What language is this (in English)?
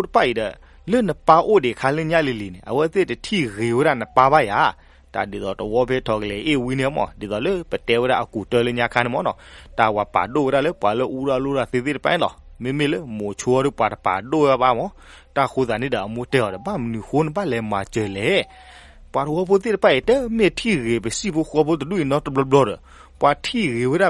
S'gaw Karen